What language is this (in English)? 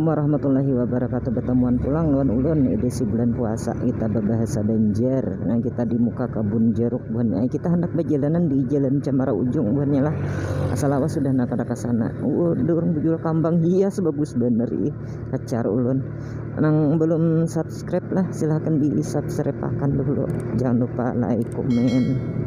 Banjar